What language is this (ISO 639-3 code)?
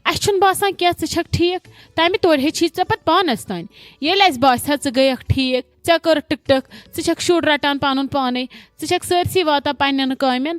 kas